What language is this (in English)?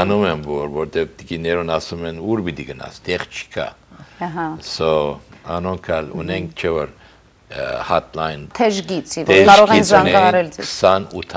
Armenian